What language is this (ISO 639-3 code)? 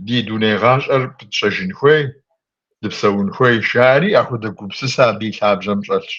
kbd